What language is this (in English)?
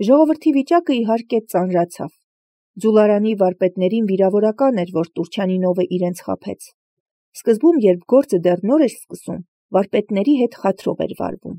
Armenian